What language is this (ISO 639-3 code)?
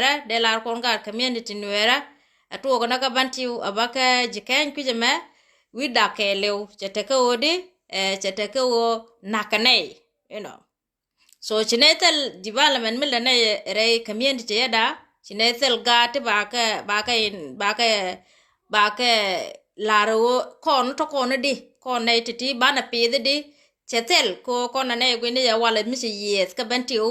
nus